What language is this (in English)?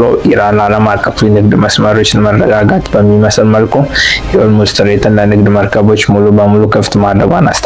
Amharic